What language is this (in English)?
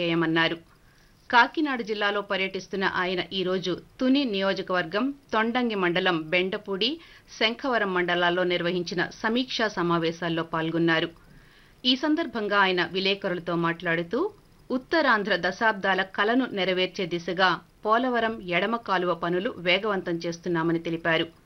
Telugu